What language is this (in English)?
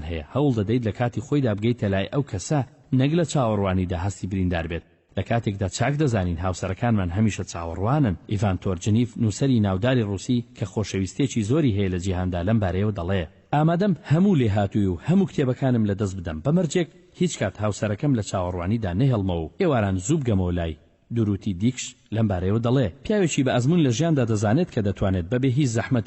Central Kurdish